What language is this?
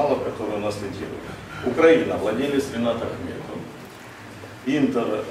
Russian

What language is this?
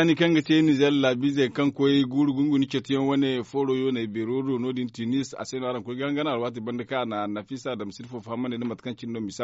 Zarma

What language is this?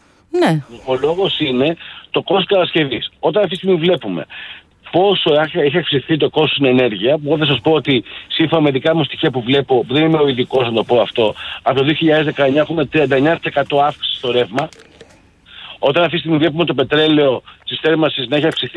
Greek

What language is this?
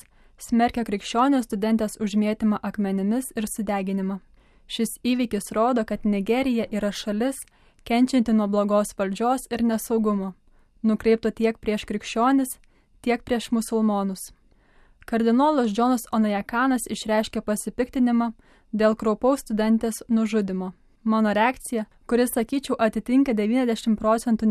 Lithuanian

